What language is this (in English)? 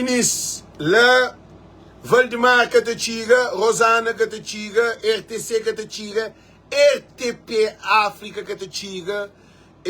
Kabuverdianu